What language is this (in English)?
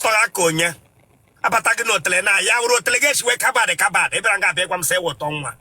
Igbo